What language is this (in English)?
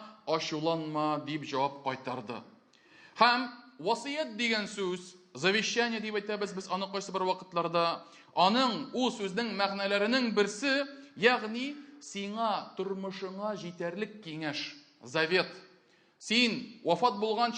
Tatar